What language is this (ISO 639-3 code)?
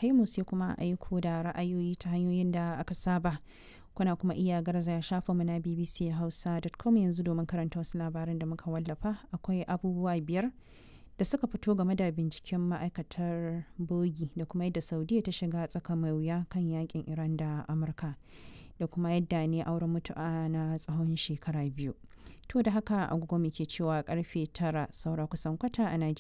hau